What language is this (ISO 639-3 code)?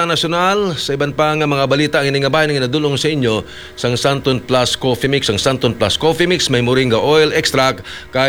hil